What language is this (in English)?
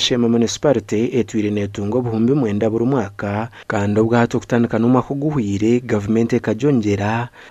Nyankole